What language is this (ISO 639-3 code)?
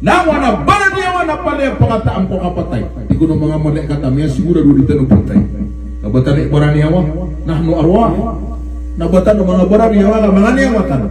mrw